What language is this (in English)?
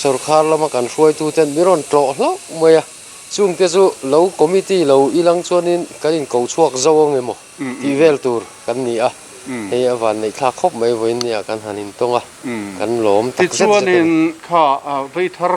Mizo